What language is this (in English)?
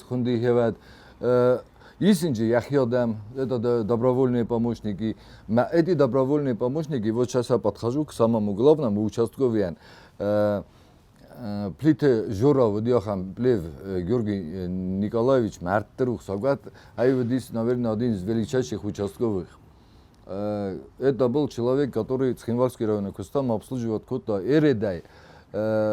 Ossetic